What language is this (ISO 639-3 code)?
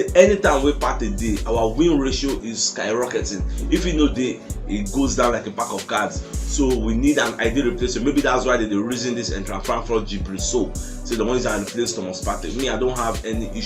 pcm